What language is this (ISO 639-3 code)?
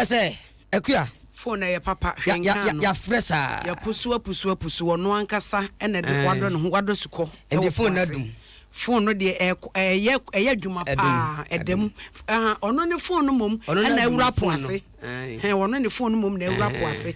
aka